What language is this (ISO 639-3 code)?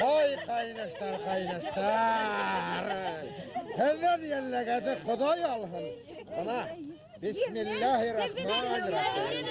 bak